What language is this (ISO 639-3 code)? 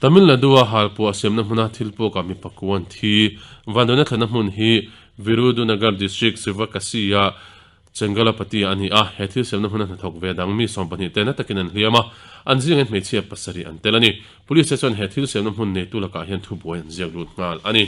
lus